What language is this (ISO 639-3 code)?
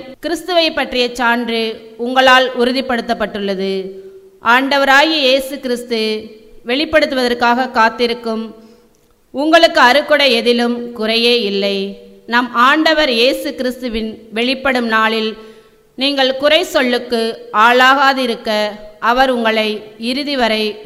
tam